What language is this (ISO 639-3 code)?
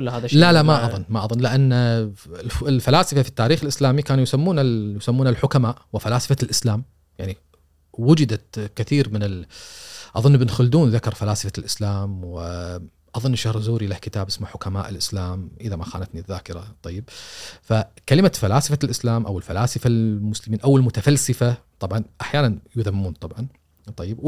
afb